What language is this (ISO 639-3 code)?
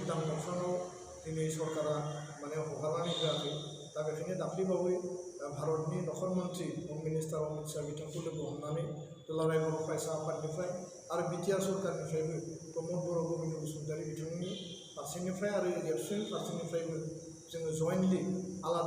brx